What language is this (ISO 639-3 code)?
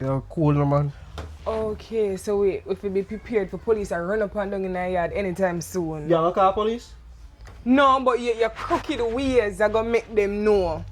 jam